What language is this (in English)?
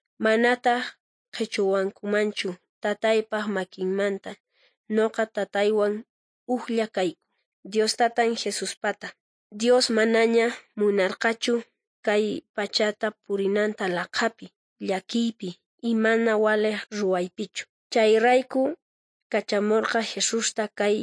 South Bolivian Quechua